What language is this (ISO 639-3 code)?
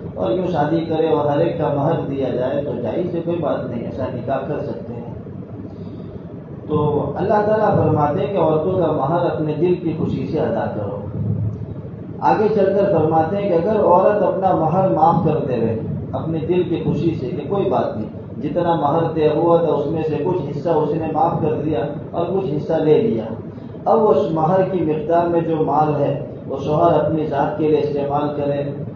urd